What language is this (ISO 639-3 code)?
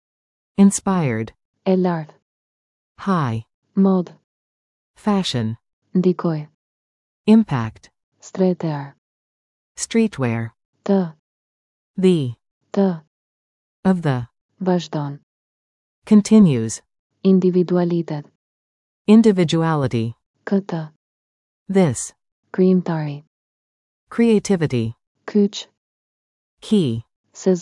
sqi